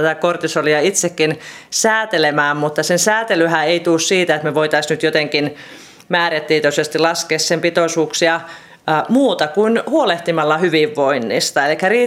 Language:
Finnish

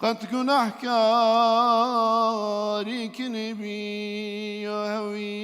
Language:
Zaza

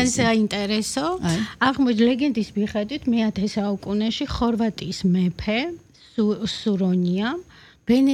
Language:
Georgian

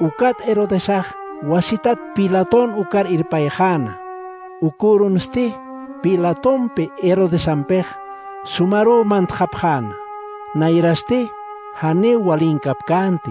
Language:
Aymara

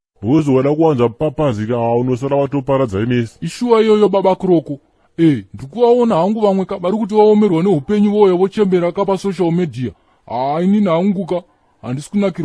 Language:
Shona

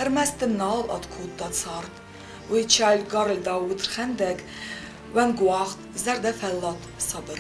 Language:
Ossetic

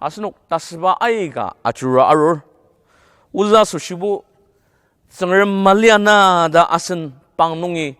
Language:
Ao Naga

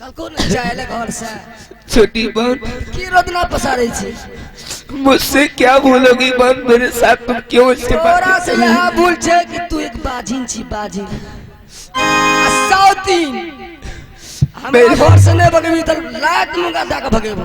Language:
Maithili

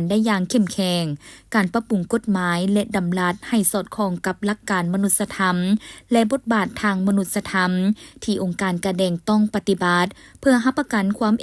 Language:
Lao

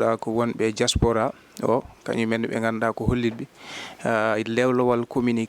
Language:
Fula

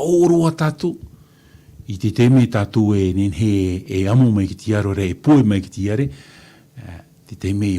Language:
Tahitian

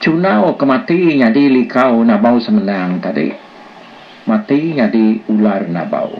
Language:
Iban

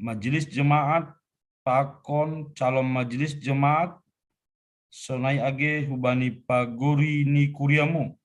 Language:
Batak Simalungun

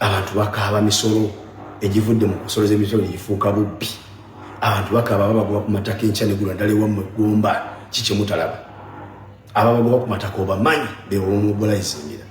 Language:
Ganda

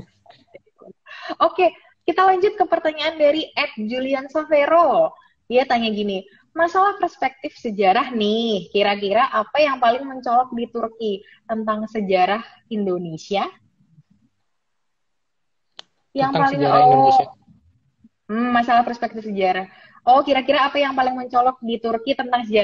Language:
Indonesian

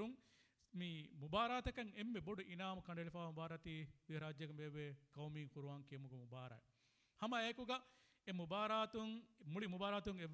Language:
Divehi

